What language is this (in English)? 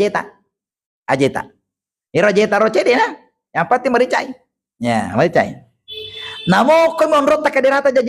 Buginese